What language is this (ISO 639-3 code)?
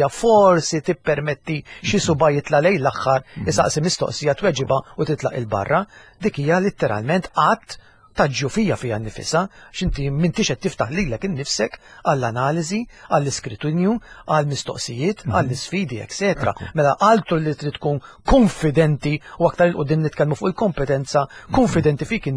mlt